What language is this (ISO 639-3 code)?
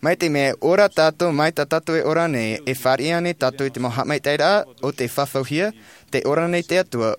tah